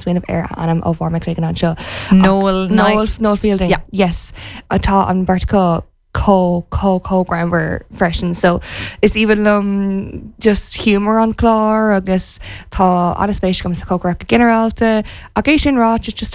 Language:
Irish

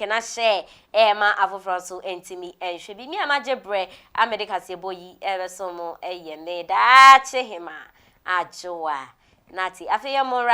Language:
Akan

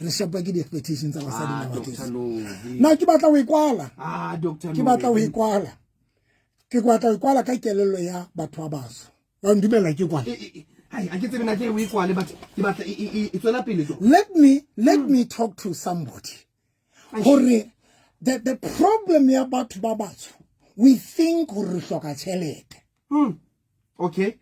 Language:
Southern Sotho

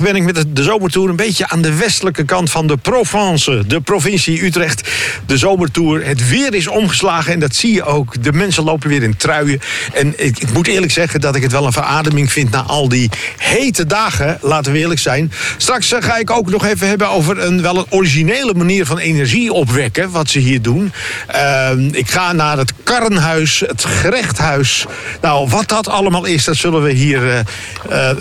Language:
Dutch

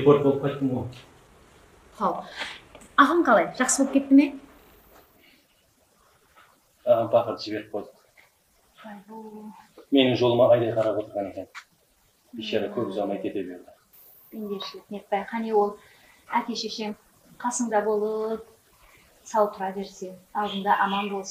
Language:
Kazakh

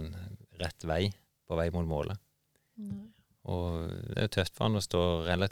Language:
Norwegian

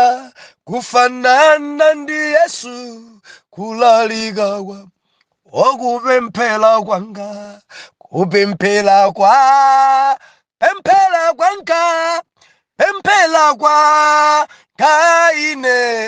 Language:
Nyanja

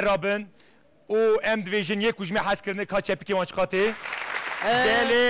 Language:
Kurdish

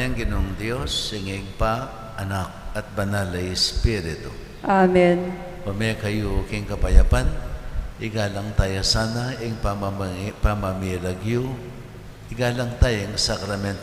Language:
Pampanga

